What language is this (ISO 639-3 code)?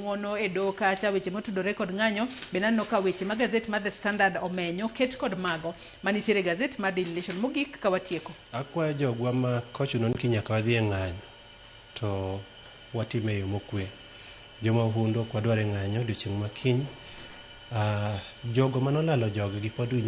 luo